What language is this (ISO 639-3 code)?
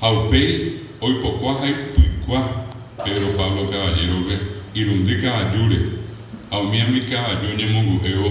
grn